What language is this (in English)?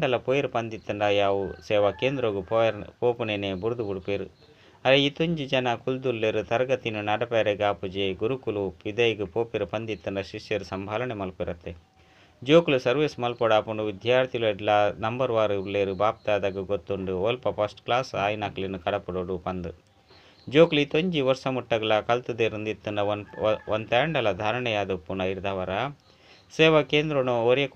Tulu